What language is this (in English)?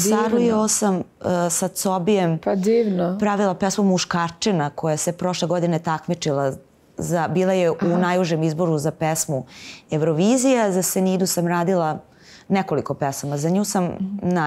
Serbian